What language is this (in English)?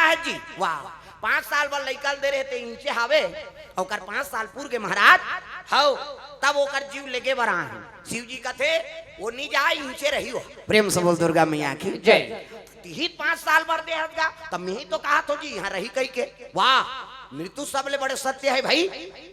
Chhattisgarhi